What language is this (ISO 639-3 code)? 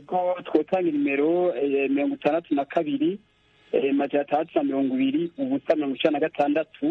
run